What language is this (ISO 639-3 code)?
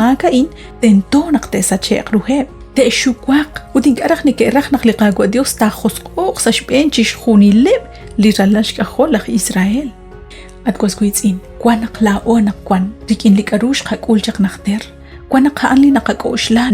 kek